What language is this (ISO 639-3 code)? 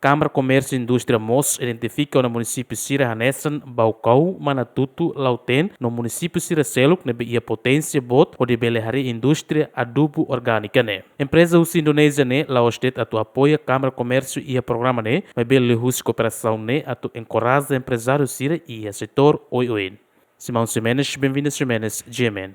tet